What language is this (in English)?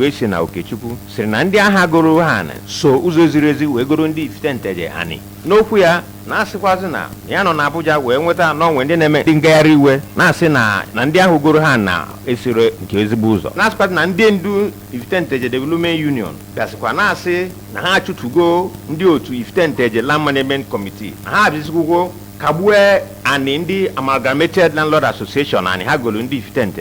Igbo